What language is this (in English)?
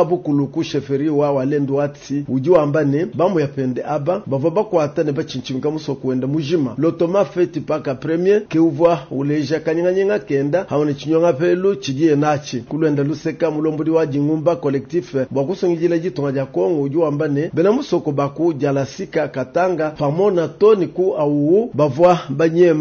Luba-Lulua